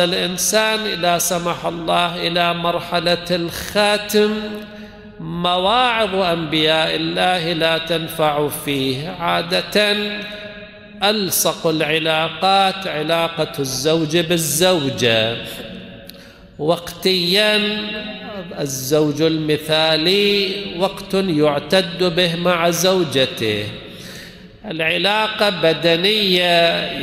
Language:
Arabic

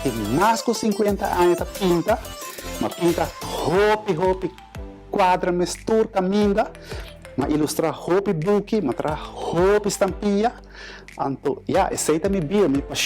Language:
Papiamento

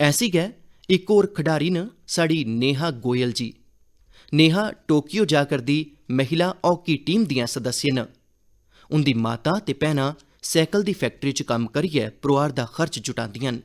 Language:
Dogri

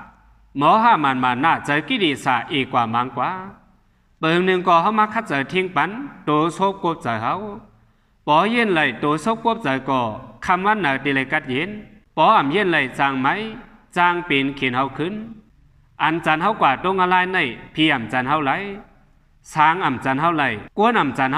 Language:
Shan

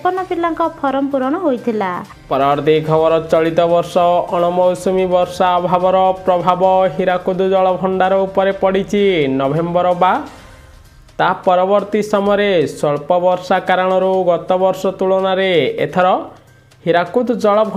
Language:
Odia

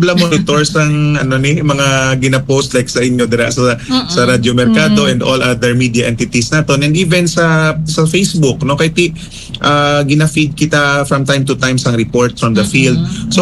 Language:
Hiligaynon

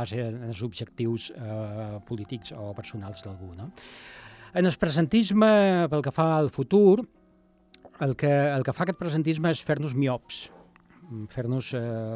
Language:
Catalan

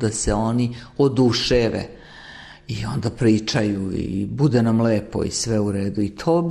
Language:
Serbian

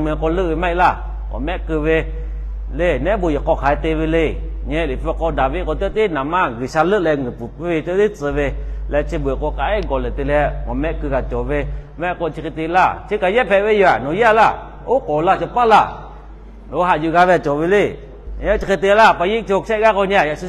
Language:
Lahu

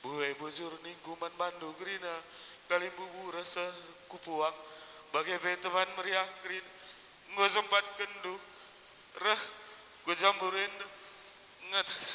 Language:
Batak Karo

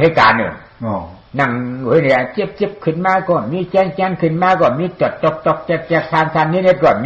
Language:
Shan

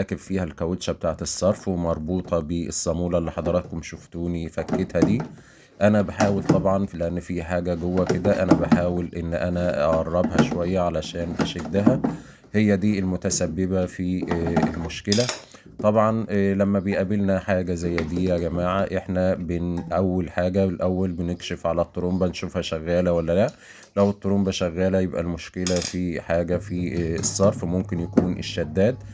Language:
Egyptian Arabic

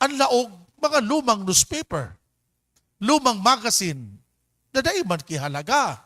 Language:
Bikol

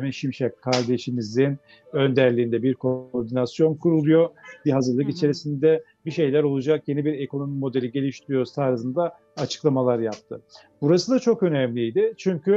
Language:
Turkish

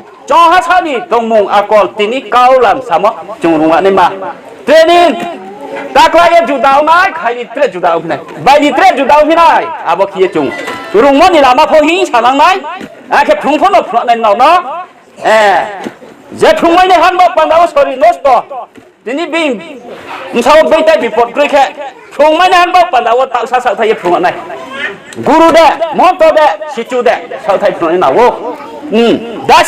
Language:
Riang (India)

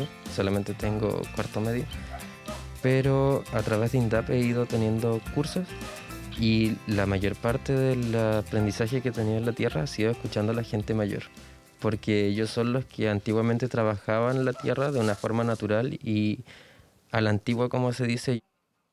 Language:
Spanish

